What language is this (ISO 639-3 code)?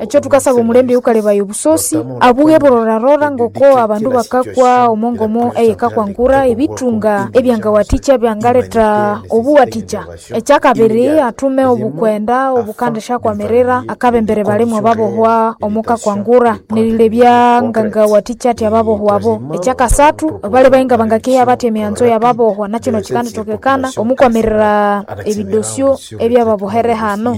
nnb